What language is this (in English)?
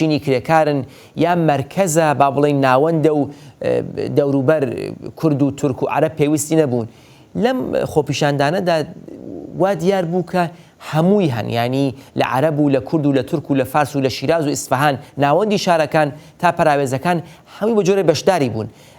Central Kurdish